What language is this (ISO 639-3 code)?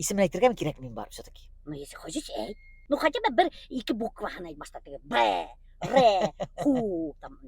bak